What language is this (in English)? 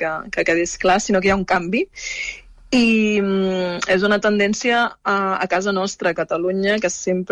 Catalan